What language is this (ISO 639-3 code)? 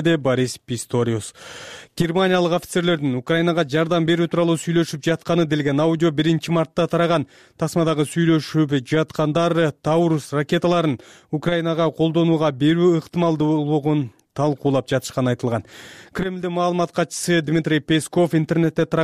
kir